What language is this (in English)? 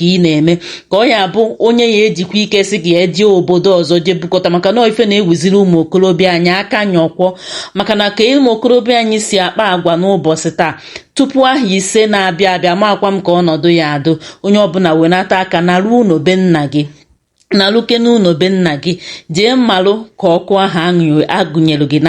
Igbo